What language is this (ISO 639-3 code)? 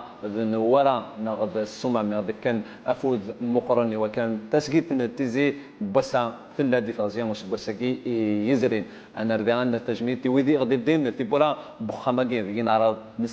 kab